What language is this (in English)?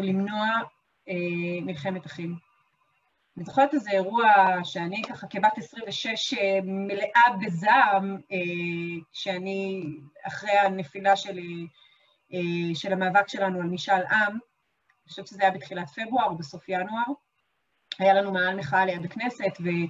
Hebrew